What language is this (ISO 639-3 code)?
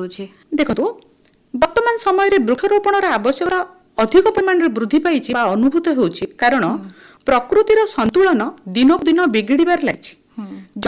ori